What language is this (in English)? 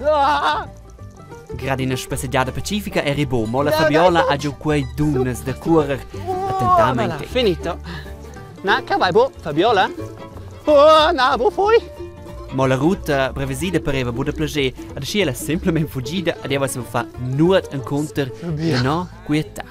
Romansh